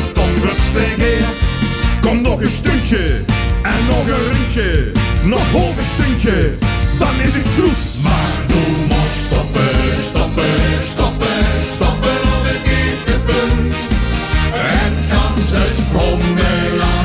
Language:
Limburgish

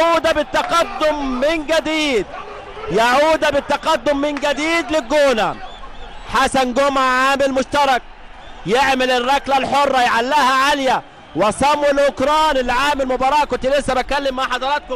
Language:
Egyptian Arabic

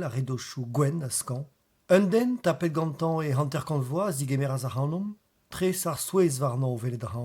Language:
Breton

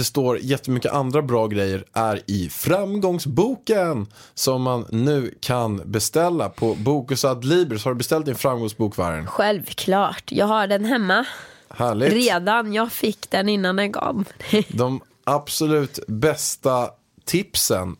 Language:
Swedish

